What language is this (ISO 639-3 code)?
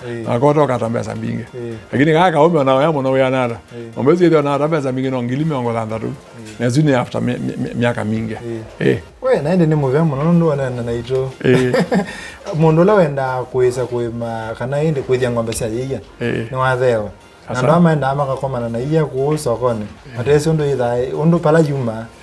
kam